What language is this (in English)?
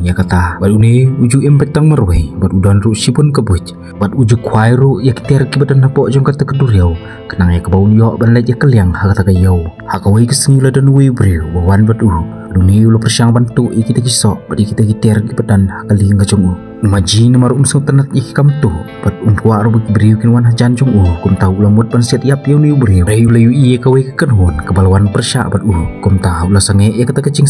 Khasi